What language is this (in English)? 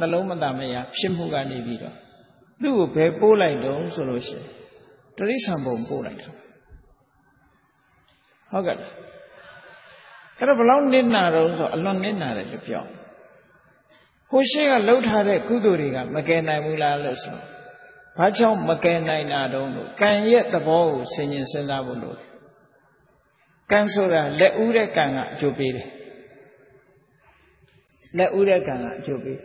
Burmese